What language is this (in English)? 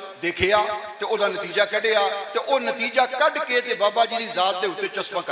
Western Panjabi